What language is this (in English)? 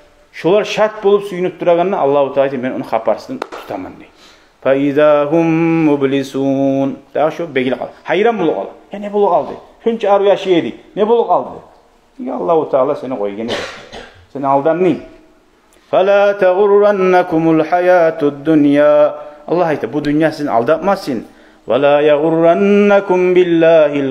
Kumyk